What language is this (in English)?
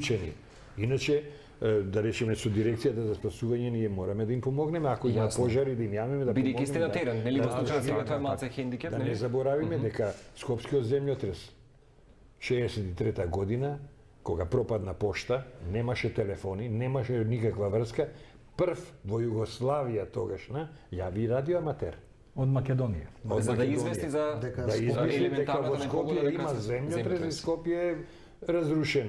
Macedonian